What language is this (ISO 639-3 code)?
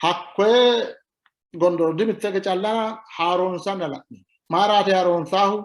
sid